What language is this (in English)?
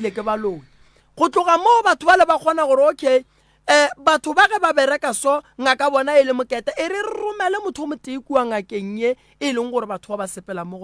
Northern Sotho